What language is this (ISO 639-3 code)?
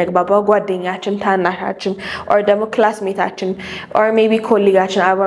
amh